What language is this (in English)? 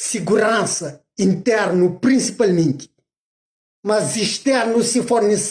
Kabuverdianu